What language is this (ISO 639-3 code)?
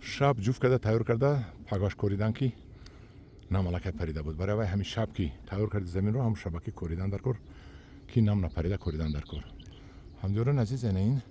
tgk